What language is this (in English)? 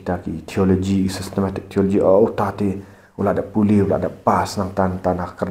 Khasi